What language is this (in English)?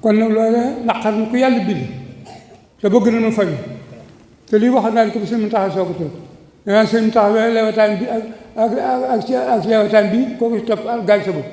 Wolof